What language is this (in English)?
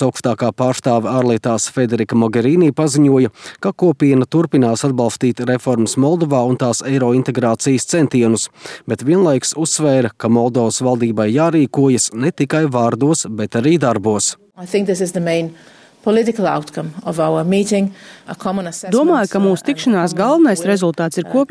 Latvian